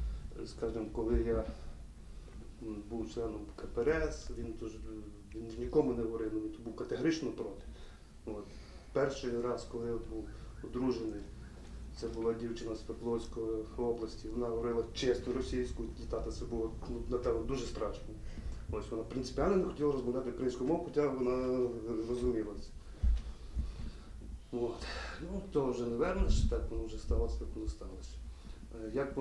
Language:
Ukrainian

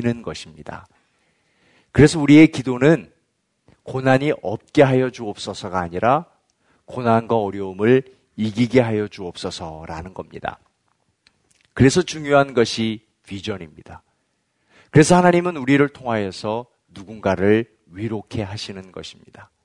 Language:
Korean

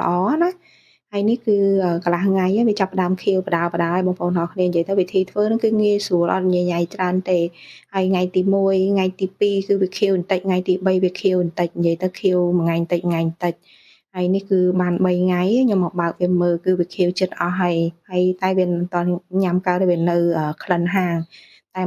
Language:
Khmer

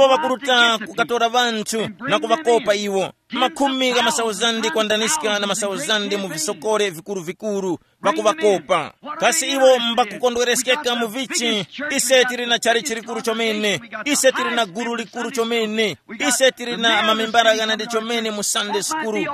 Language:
Tumbuka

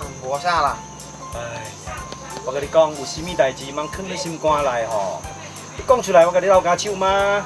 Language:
Min Nan Chinese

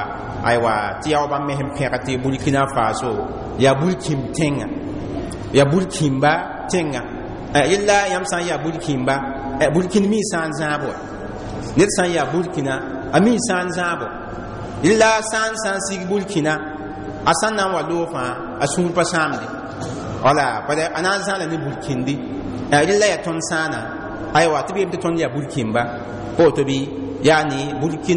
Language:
Mossi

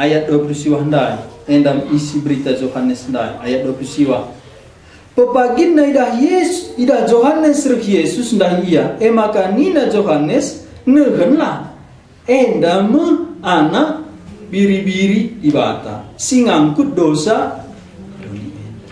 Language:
Batak Karo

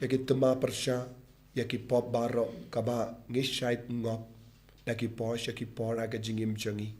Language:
Khasi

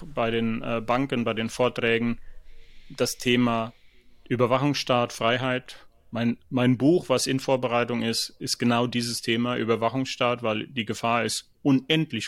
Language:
German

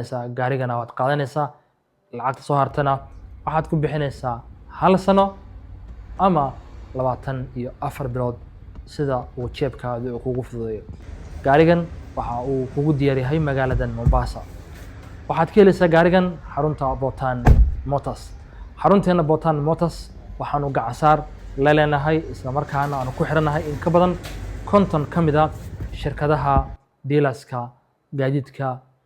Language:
Somali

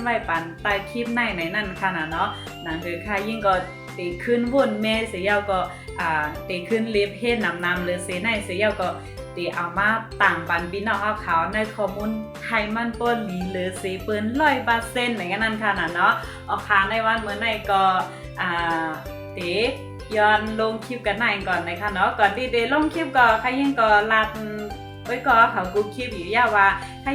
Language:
Shan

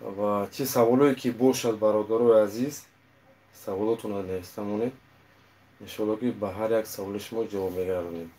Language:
Tajik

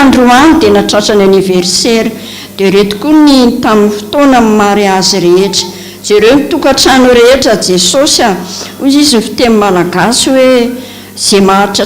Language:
Malagasy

